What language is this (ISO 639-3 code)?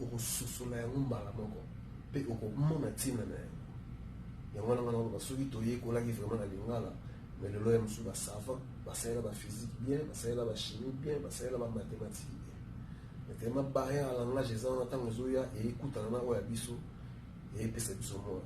lin